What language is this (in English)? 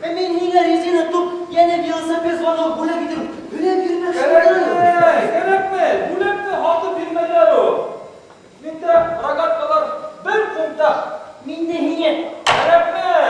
Bashkir